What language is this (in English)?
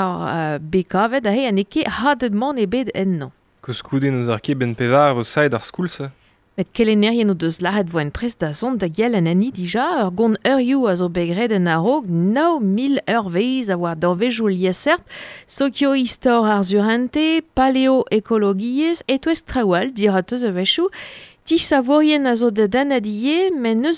Breton